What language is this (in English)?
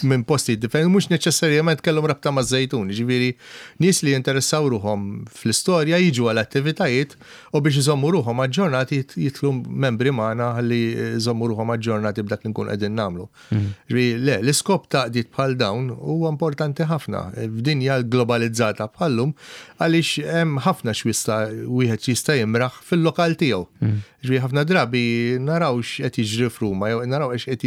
Maltese